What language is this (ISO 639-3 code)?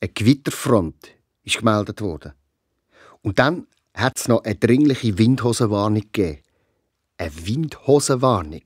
gsw